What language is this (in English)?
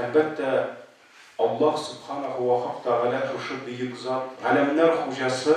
Tatar